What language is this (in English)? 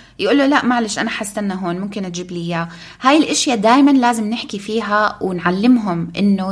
North Levantine Arabic